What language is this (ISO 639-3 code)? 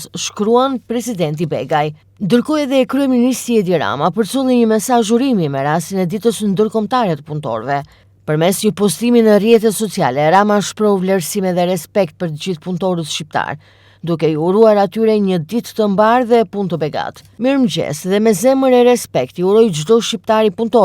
sqi